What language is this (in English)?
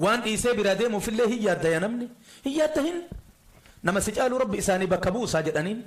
Oromo